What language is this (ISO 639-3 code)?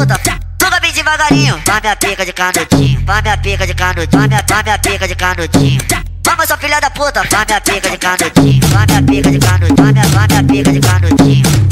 por